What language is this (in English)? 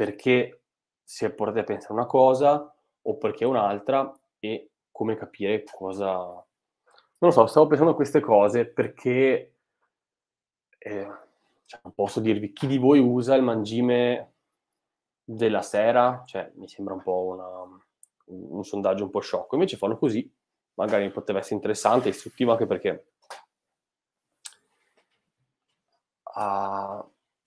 Italian